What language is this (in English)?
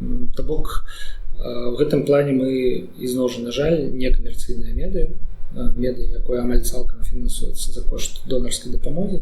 Belarusian